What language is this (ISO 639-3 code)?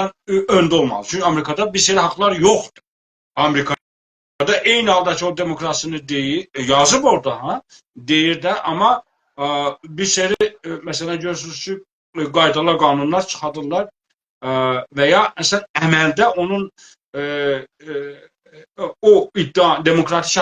azb